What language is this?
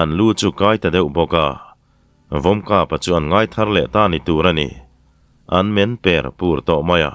Mizo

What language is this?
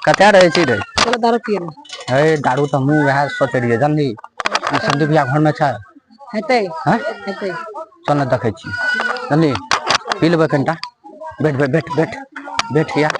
Maithili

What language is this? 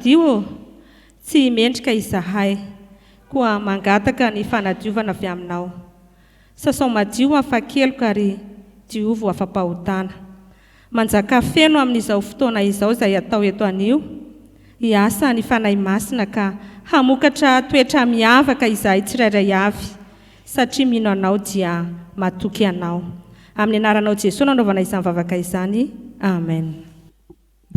Malagasy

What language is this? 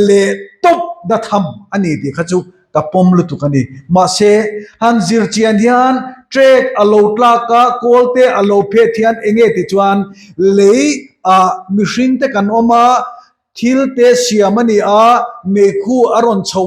Mizo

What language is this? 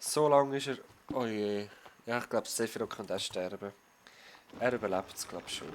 Swiss German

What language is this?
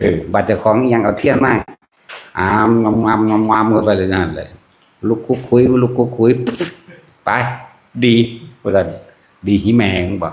Northeastern Thai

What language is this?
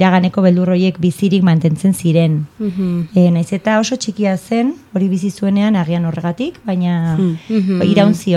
Basque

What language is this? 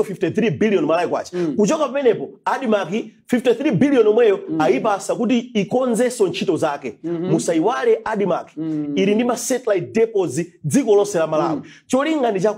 Nyanja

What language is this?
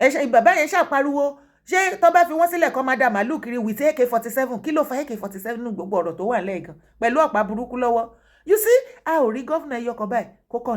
Yoruba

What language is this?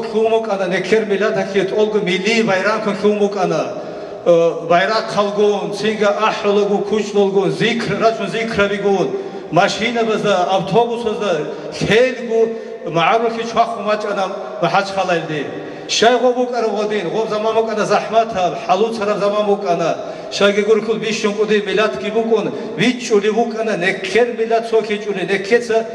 Avaric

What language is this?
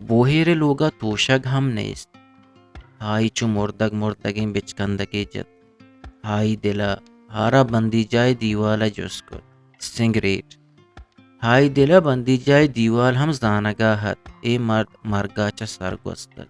Eastern Balochi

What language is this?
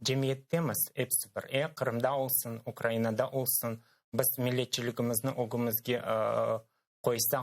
Crimean Tatar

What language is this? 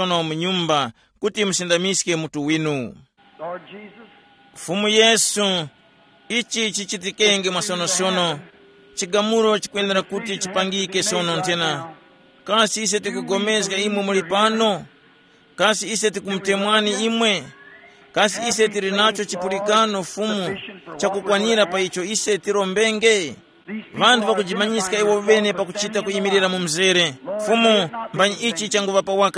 Tumbuka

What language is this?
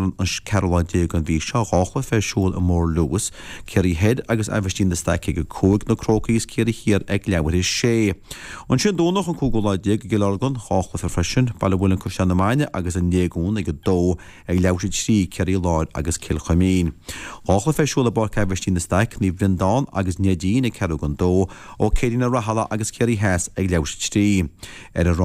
Irish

